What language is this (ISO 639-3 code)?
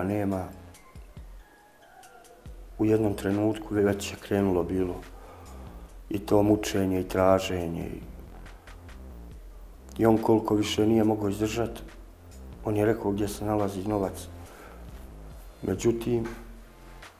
bos